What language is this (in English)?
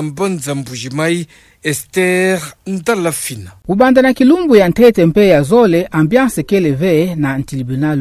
Kituba (Democratic Republic of Congo)